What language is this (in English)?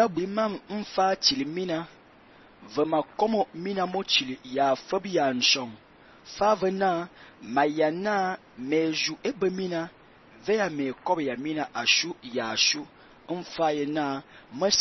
Fang